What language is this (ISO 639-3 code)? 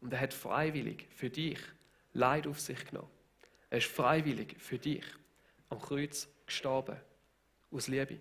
gsw